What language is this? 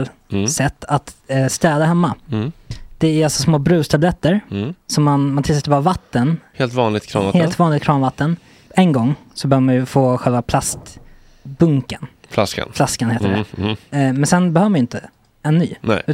Swedish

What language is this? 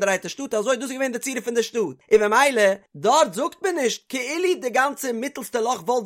Yiddish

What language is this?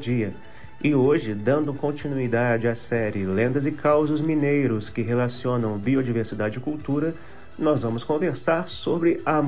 Portuguese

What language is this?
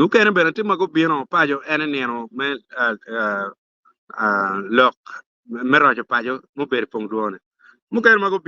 Acoli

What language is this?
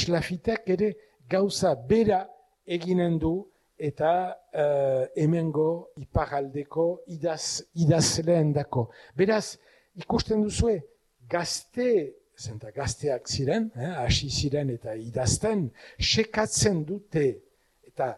Basque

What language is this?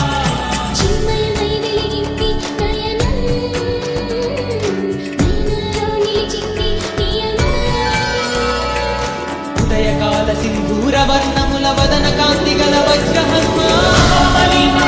Telugu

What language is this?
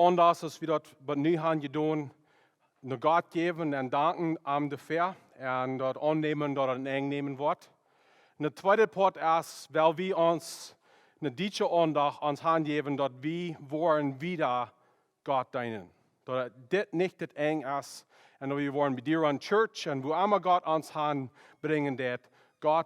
Plautdietsch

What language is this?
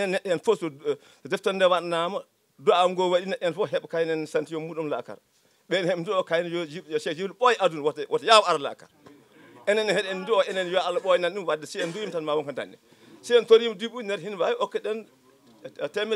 Fula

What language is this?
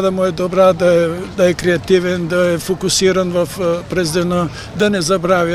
Bulgarian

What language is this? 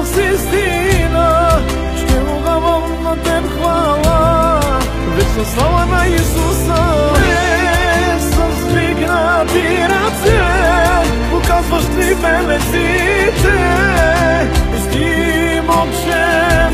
Bulgarian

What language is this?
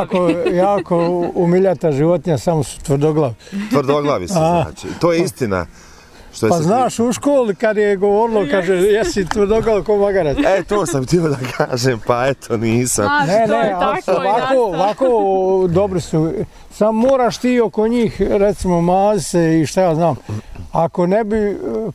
Bosnian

